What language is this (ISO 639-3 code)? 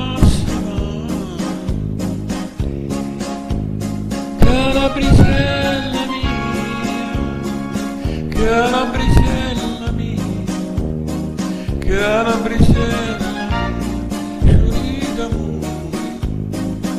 ita